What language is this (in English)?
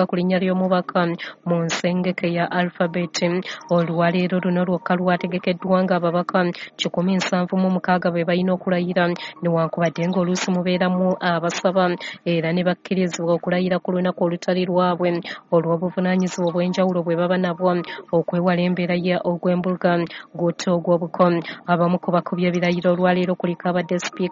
Ganda